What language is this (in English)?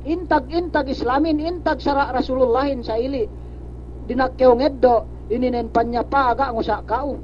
Yakan